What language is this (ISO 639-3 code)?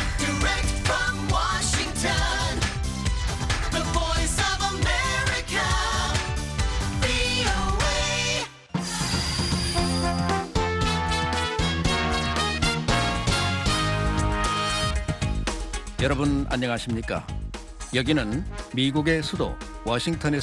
kor